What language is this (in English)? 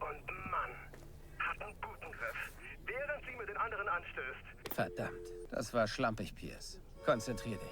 Bavarian